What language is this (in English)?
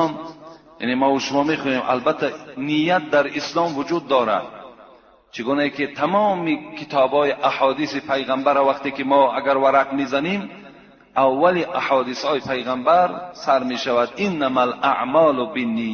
Tajik